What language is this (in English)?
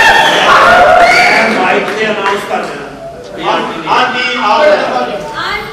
Punjabi